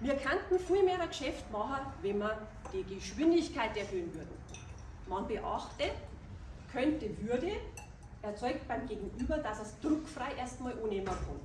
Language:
Bavarian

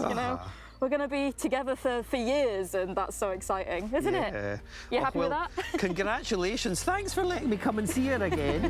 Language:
Scottish Gaelic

